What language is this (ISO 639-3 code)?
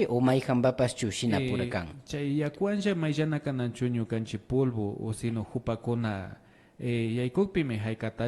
qvi